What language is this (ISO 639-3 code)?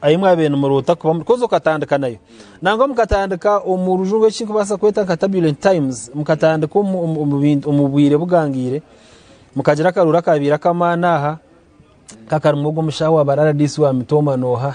nyn